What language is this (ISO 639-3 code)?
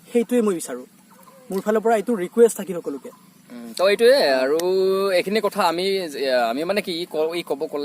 asm